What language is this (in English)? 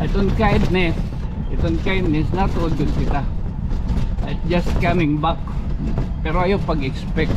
Waray